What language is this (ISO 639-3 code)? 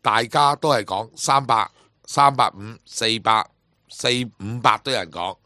yue